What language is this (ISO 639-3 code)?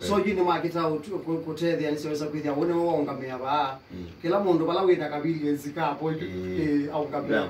kam